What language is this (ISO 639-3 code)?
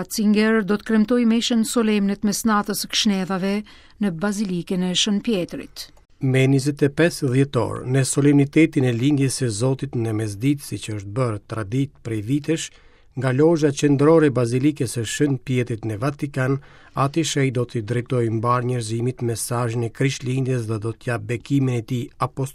sqi